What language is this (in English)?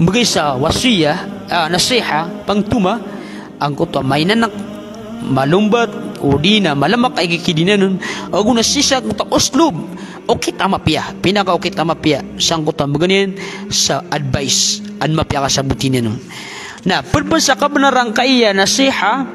Maranao